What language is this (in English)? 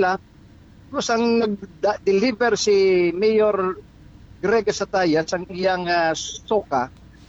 Hiligaynon